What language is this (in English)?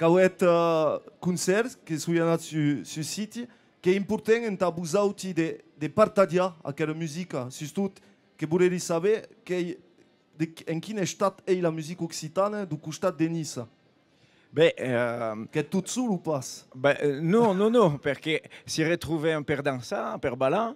Occitan